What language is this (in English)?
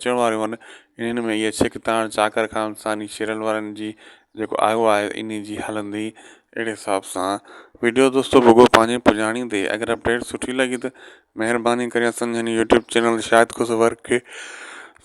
Sindhi